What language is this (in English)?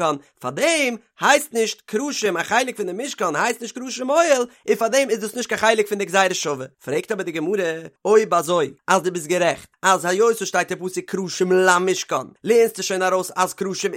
Yiddish